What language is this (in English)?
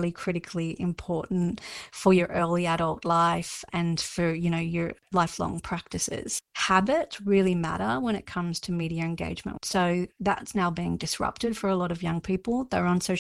English